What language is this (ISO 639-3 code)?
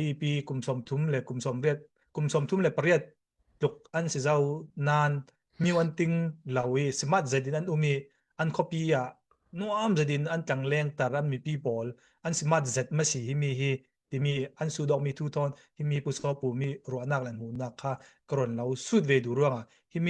cfm